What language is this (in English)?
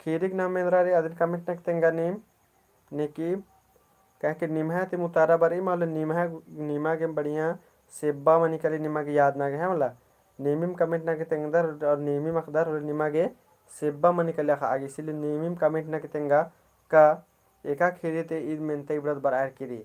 Kurukh